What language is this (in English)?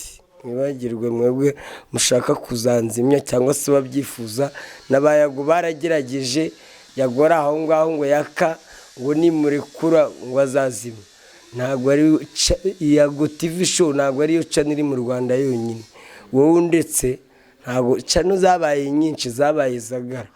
Kinyarwanda